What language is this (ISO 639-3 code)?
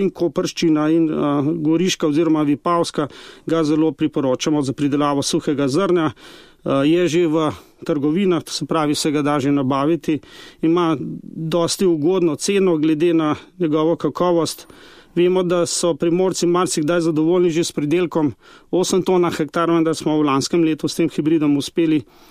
slv